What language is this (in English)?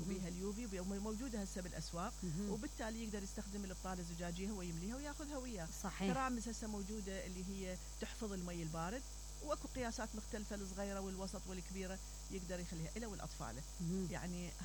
Mesopotamian Arabic